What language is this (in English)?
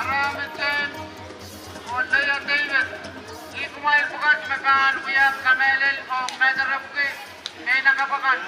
Pohnpeian